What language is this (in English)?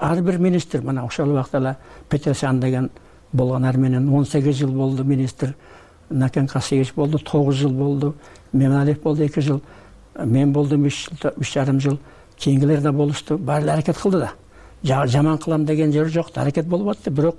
Kyrgyz